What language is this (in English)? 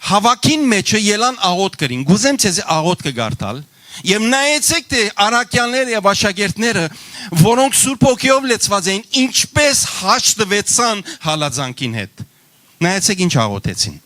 Western Armenian